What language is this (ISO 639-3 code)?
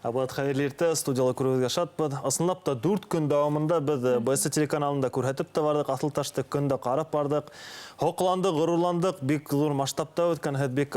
bak